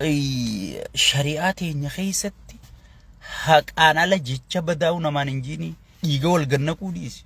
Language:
Oromo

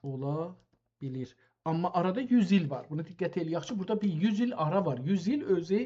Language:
South Azerbaijani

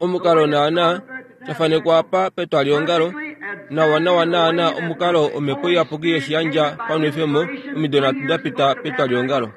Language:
Kuanyama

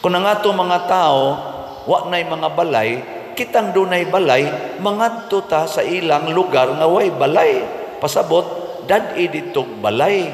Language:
Cebuano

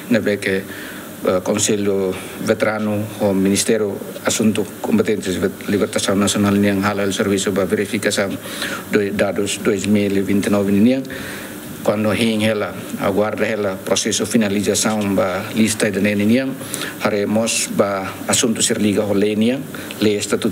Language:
Tetum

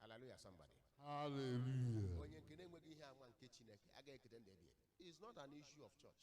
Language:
Igbo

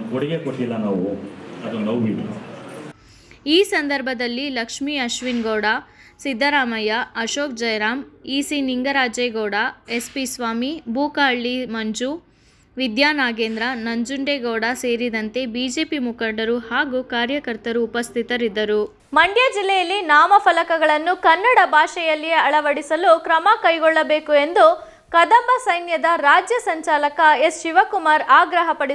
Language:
Kannada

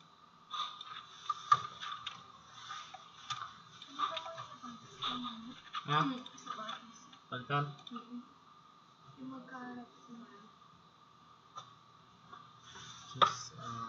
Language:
Filipino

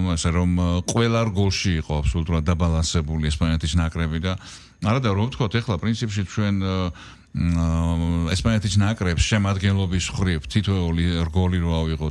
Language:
Georgian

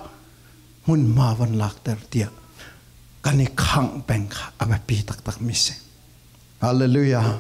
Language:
Falam Chin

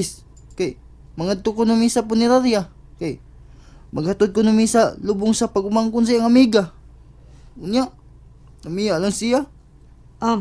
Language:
Cebuano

